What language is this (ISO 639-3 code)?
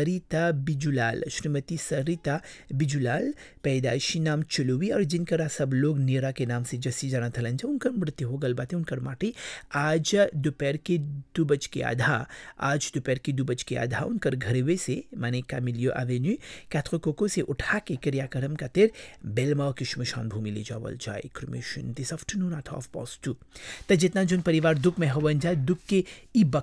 bho